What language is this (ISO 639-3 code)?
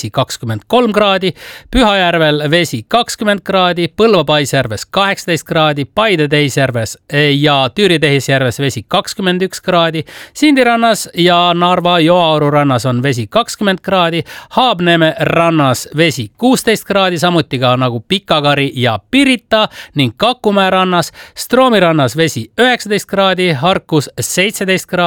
est